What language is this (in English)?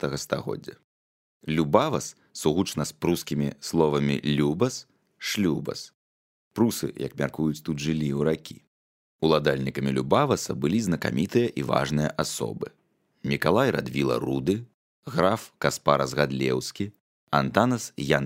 Belarusian